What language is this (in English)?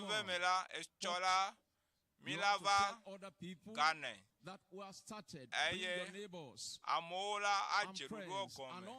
Ewe